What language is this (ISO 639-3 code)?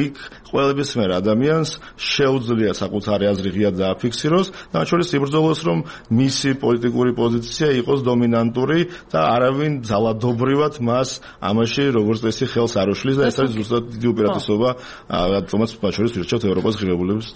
kat